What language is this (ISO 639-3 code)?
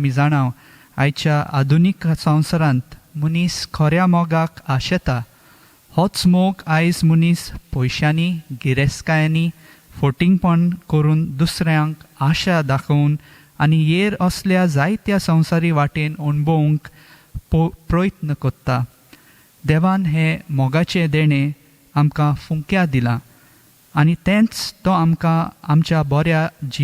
kok